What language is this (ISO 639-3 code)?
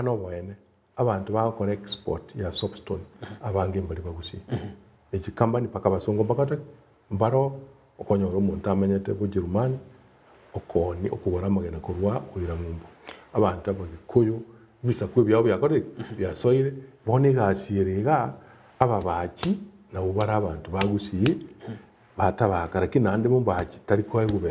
guz